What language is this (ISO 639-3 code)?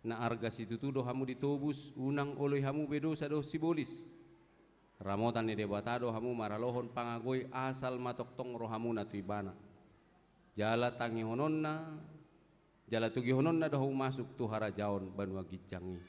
bbc